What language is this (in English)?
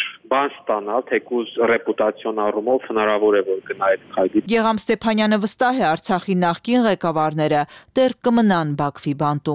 Armenian